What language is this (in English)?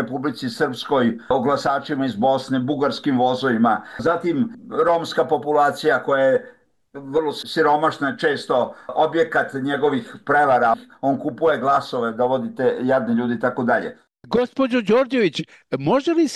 Serbian